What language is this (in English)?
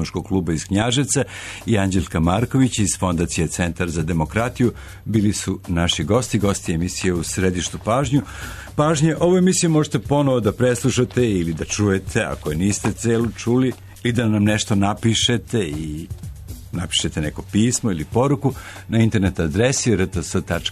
Serbian